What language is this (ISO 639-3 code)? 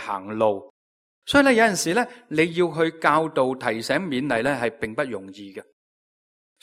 yue